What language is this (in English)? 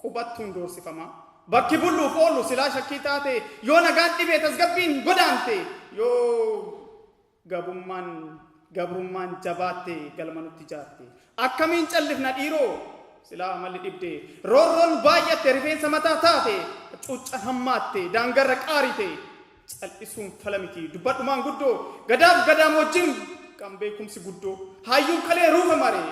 Oromo